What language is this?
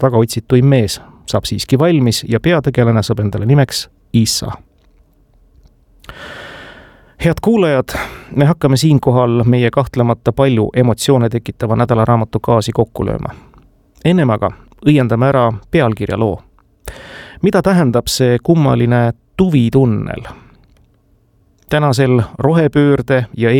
Estonian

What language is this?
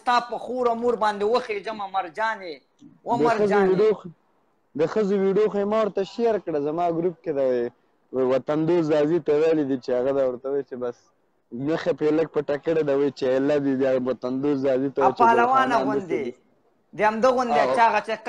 Pashto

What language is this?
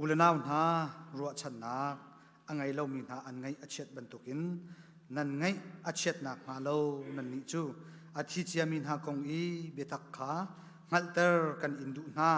Hakha Chin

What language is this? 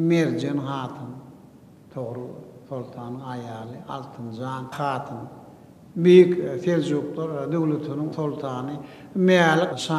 Turkmen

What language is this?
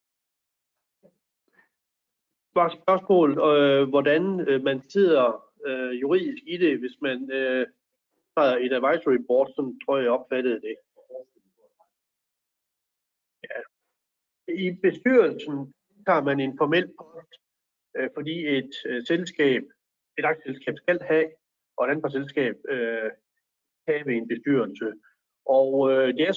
Danish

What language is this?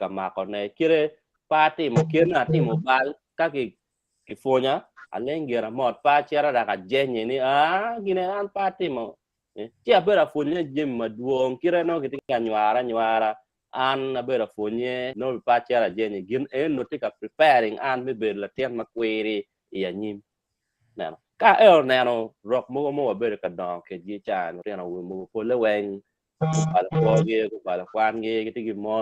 Acoli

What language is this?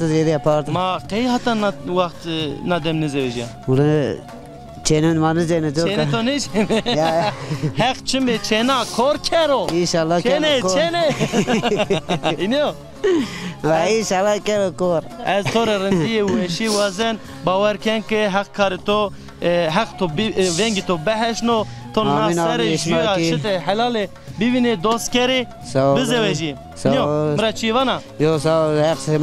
Zaza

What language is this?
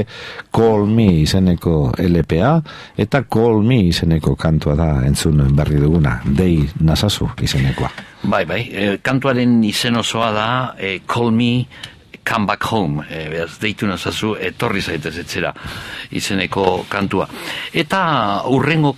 Basque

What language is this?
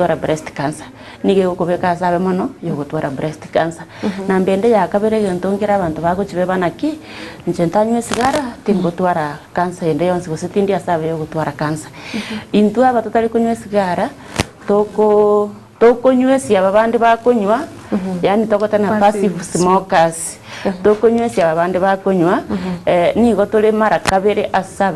Gusii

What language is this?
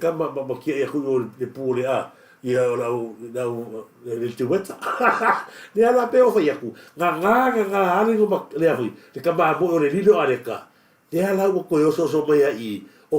Samoan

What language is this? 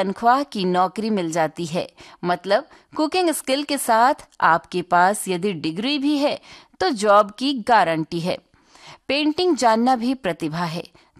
Hindi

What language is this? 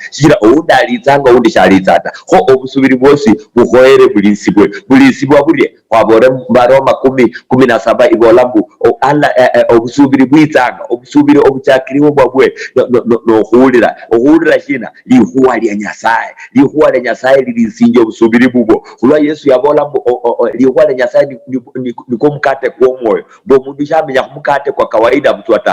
Luyia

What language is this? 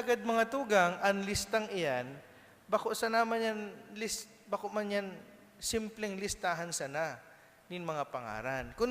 Bikol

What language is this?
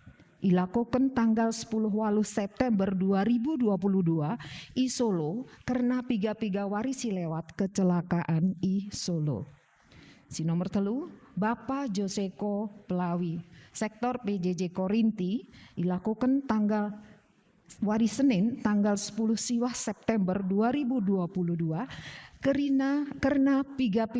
Batak Karo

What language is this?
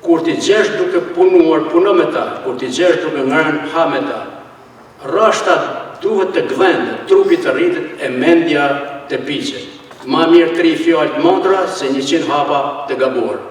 Albanian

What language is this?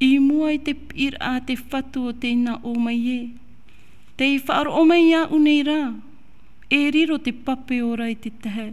Tahitian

